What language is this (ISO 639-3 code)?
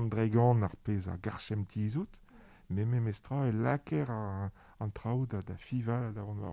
bre